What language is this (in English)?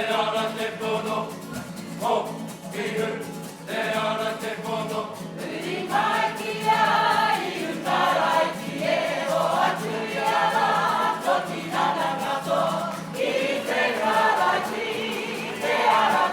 Māori